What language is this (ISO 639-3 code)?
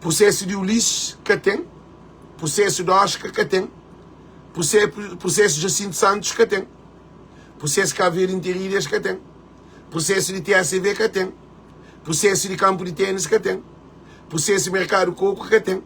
kea